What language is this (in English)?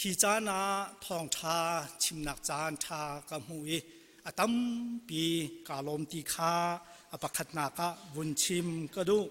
Hakha Chin